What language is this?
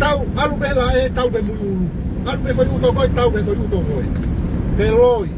Tongan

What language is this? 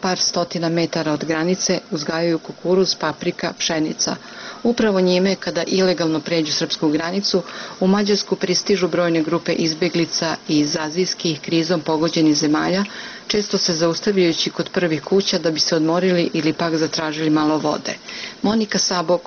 Serbian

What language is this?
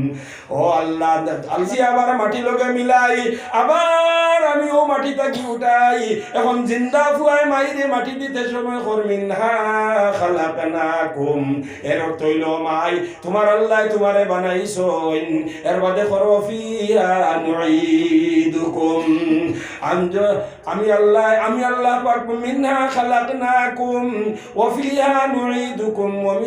Sylheti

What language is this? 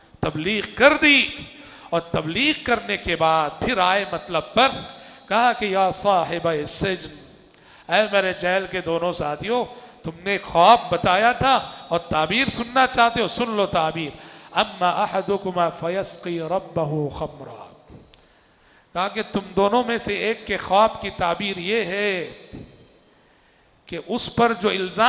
Urdu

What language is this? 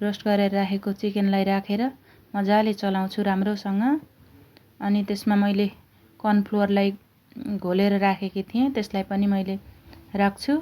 Nepali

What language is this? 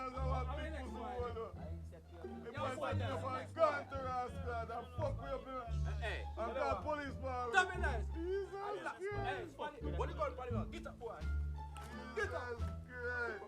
Jamaican Creole English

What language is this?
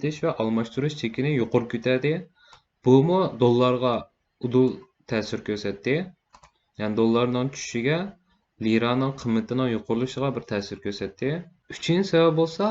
Uyghur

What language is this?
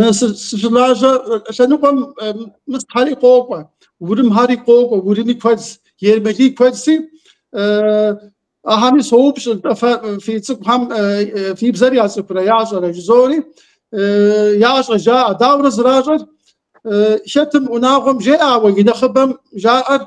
Kabardian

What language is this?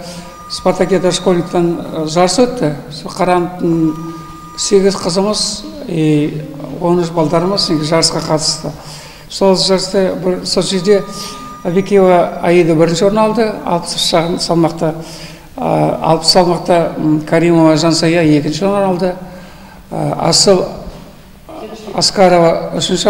Kazakh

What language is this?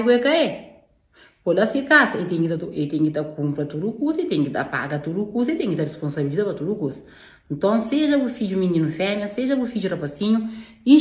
Kabuverdianu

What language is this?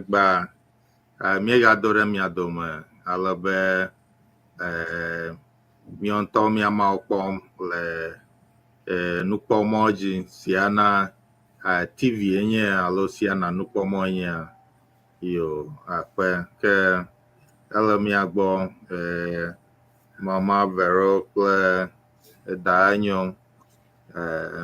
Ewe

